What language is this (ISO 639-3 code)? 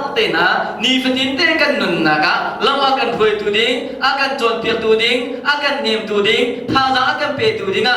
cnh